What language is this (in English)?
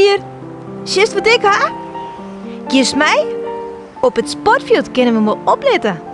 Western Frisian